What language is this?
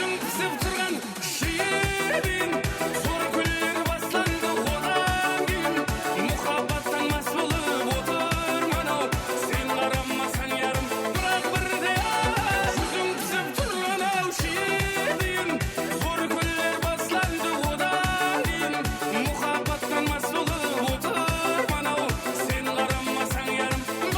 Kara-Kalpak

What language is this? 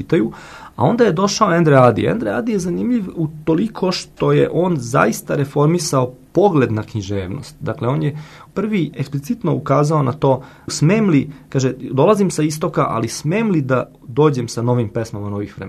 Serbian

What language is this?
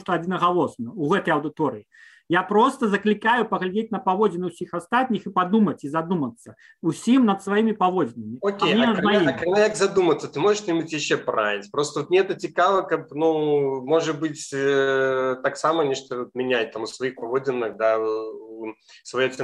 Belarusian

